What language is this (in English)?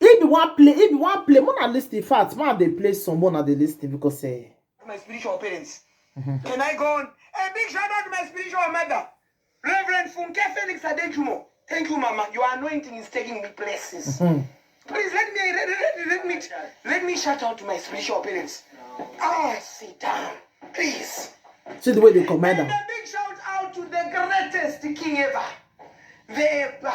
Nigerian Pidgin